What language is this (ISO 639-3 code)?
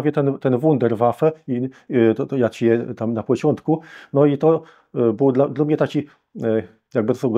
csb